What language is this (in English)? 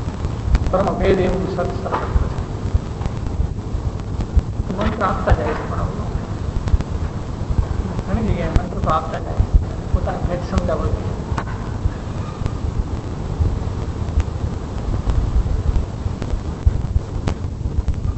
Gujarati